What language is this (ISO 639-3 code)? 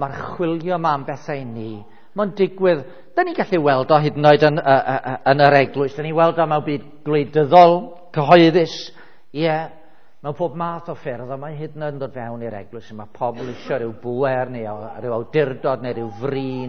cym